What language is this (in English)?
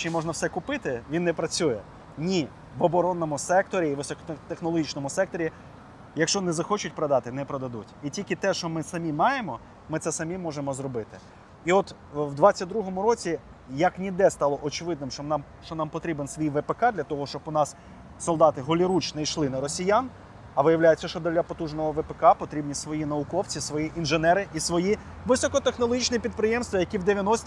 Ukrainian